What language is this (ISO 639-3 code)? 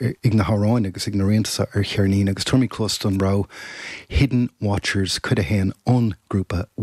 gle